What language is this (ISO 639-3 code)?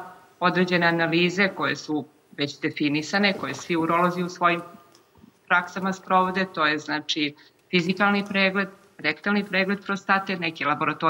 srp